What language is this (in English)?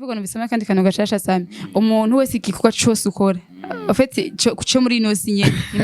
Rundi